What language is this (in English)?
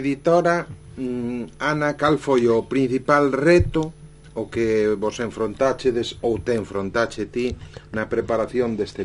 Galician